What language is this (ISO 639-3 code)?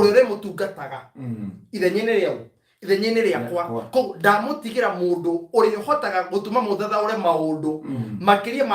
kik